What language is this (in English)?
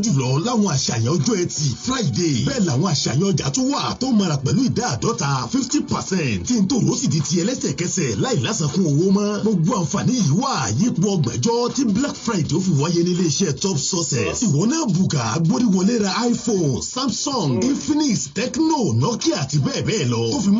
Yoruba